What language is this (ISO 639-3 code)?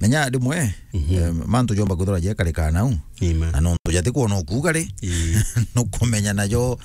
mer